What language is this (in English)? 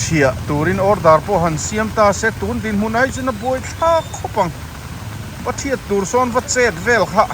Mizo